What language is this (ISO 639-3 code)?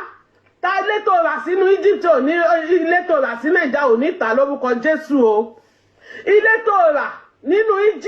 yor